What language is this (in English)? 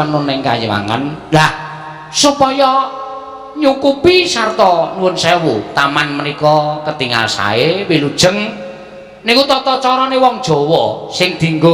Javanese